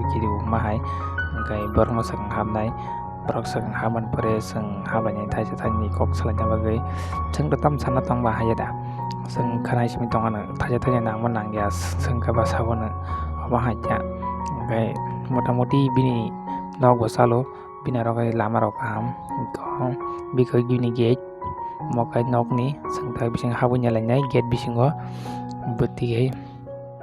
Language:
Kok Borok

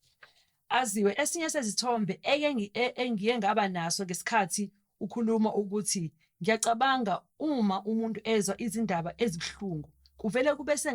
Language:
Zulu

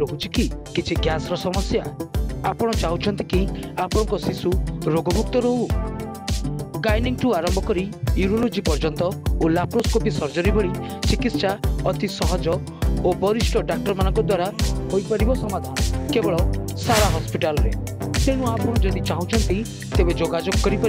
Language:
Odia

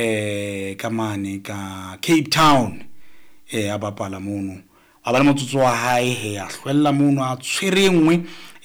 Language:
Southern Sotho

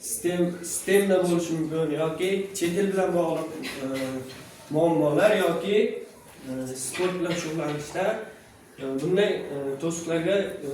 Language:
Uzbek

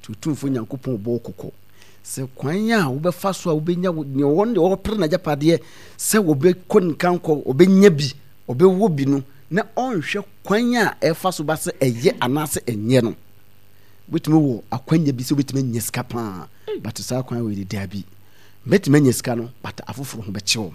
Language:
Akan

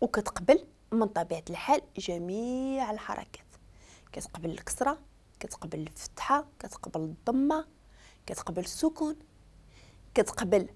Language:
Moroccan Arabic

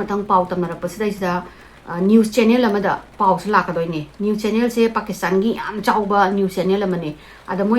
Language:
Manipuri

